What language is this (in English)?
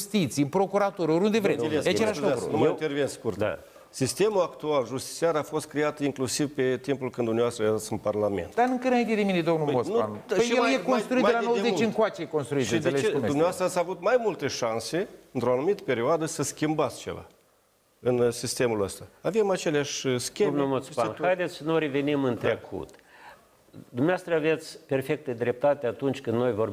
Romanian